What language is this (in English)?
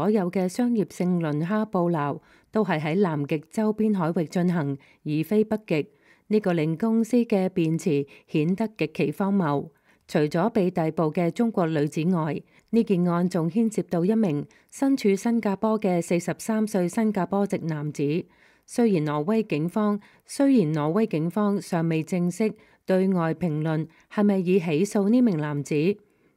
Cantonese